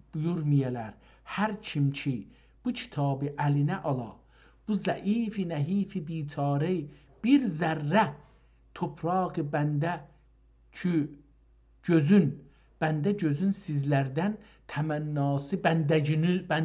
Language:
South Azerbaijani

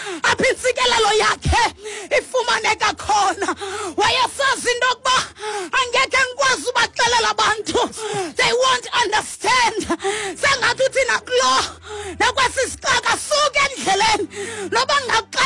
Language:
Xhosa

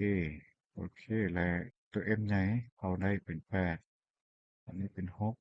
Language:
Lao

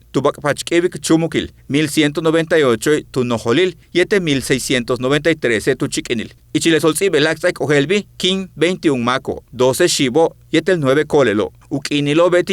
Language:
Yucateco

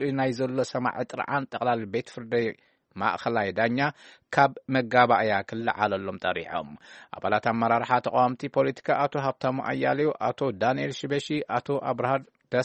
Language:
Tigrinya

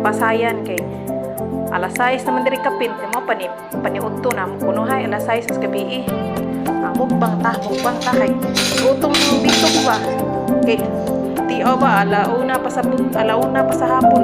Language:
Cebuano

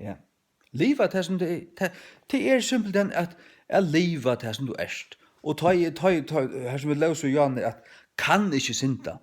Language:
Faroese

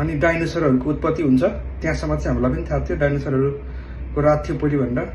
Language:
Nepali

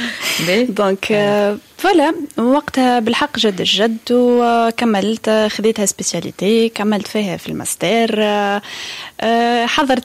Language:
Tunisian Arabic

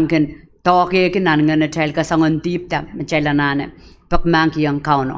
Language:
Pohnpeian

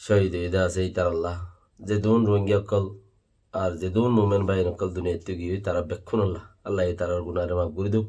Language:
Rohingya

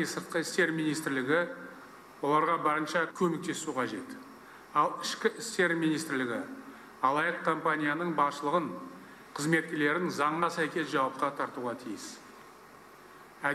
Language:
Kazakh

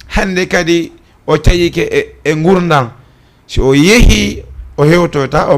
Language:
Fula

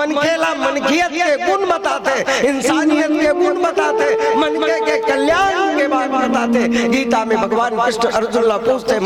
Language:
Chhattisgarhi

